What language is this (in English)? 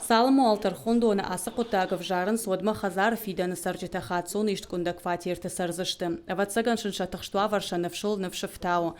Ossetic